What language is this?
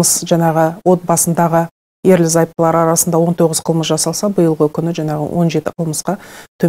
Kazakh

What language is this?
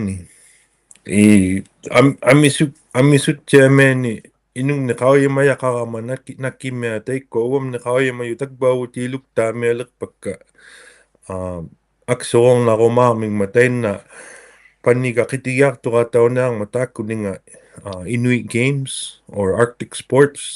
Inuktitut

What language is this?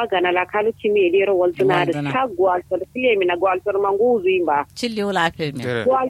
Kanuri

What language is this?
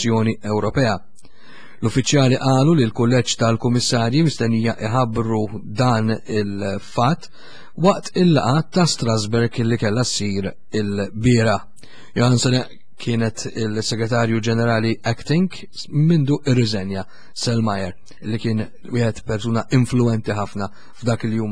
Maltese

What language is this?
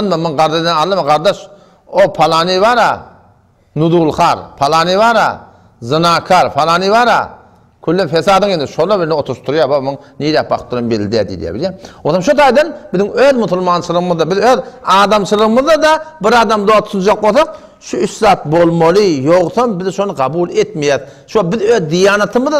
Turkmen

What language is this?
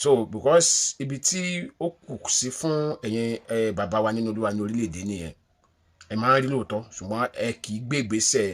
Yoruba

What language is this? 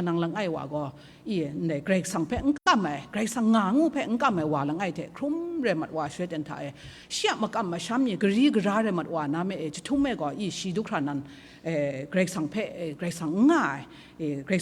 Kachin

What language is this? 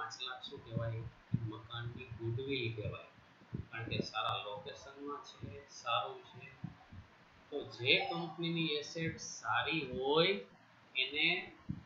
Gujarati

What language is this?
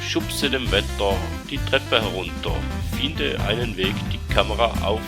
Swiss German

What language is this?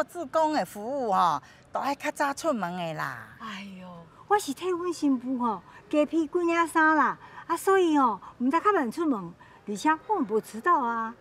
Min Nan Chinese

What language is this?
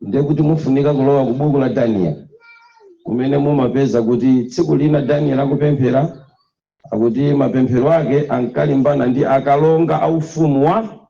Nyanja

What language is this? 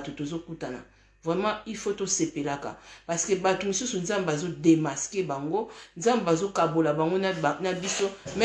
Lingala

